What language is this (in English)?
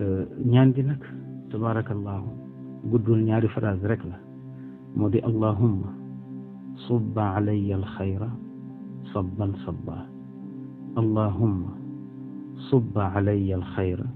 Wolof